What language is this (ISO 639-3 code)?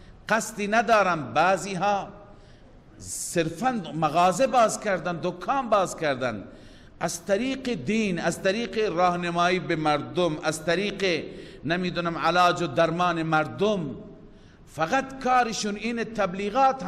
fas